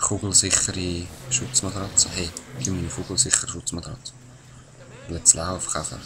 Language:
Swiss German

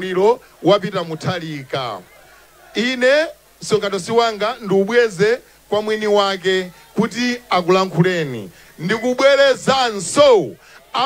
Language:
Nyanja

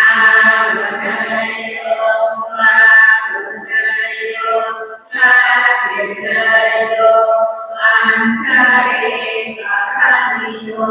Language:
Pali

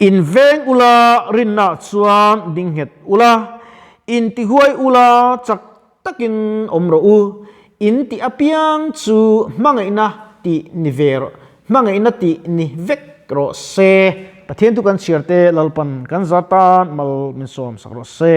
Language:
Mizo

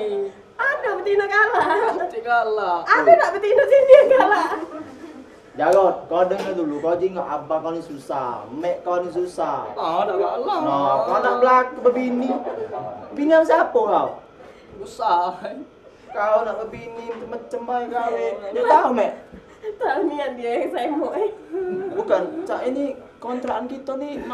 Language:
Musi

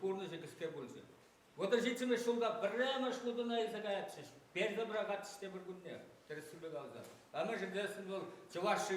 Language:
Chuvash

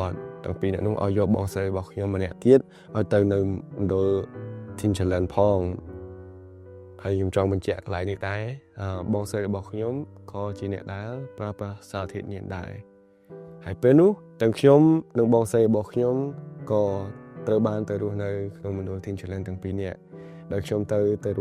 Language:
Khmer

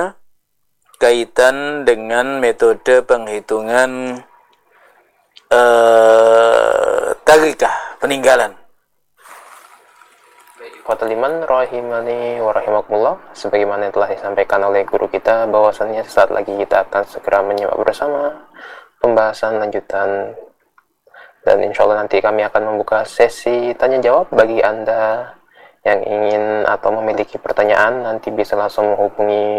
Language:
Indonesian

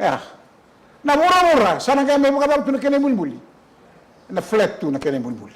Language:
Fijian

